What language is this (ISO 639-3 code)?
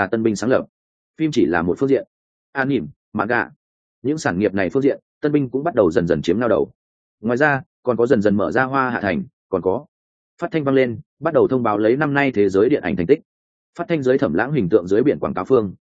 vie